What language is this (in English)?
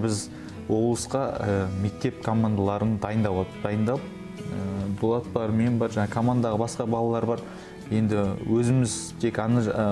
Kazakh